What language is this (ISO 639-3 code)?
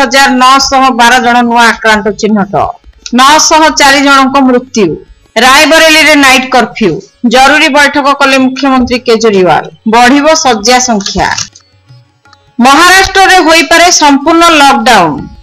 ori